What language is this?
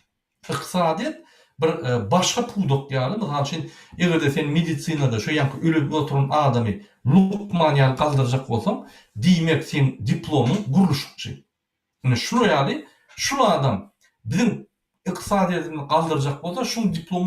Turkmen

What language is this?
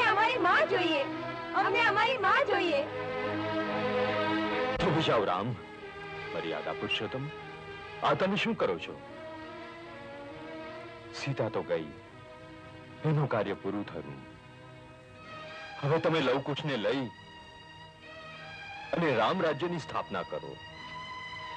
Gujarati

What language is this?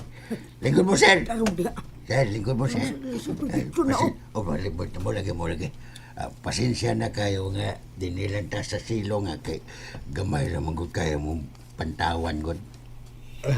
Cebuano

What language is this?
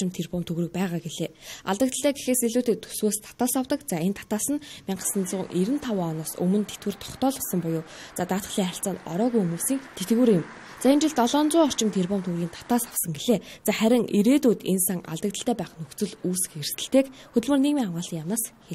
Mongolian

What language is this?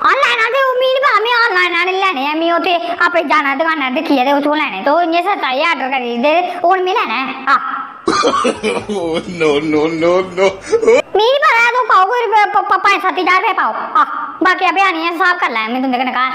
Dogri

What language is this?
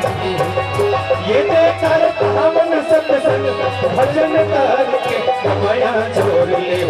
Chhattisgarhi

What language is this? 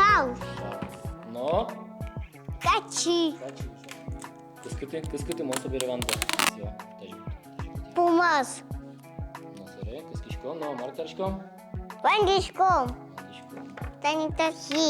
Udmurt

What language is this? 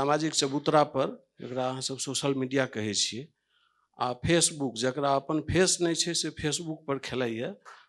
Maithili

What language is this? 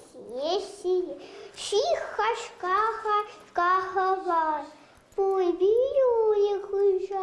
Chuvash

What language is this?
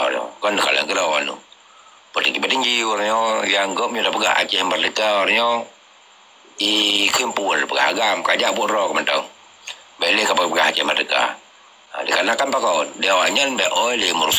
Achinese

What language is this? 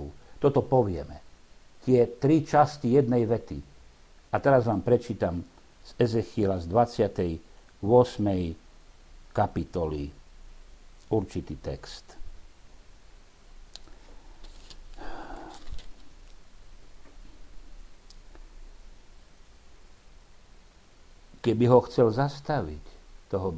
Slovak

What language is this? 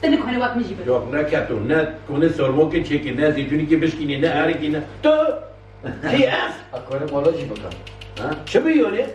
Kurdish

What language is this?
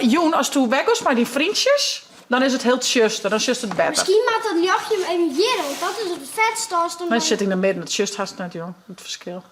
Western Frisian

